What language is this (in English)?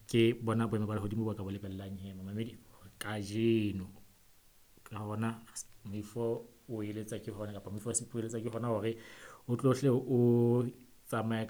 Southern Sotho